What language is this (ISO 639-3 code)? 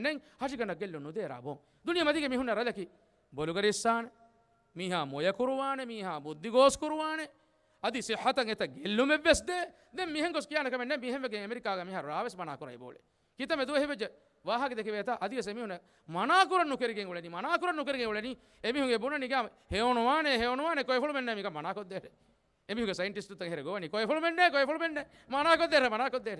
div